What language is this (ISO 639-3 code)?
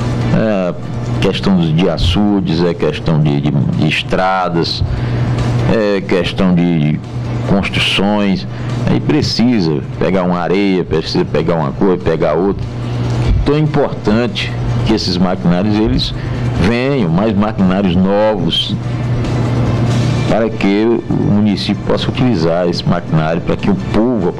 por